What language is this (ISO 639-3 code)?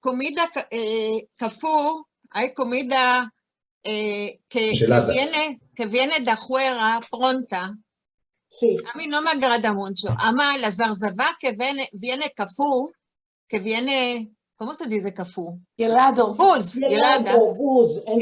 lad